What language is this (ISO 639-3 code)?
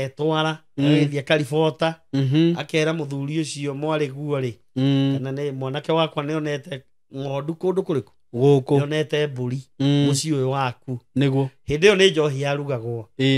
kik